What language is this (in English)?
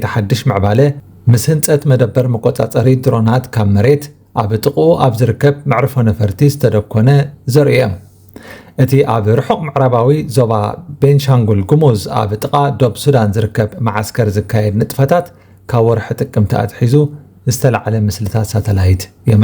Tigrinya